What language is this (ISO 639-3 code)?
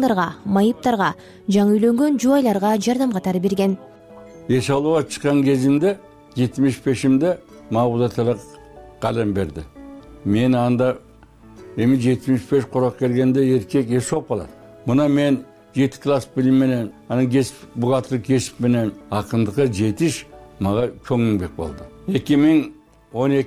kir